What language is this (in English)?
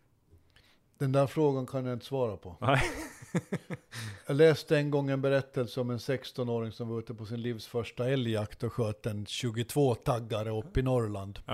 Swedish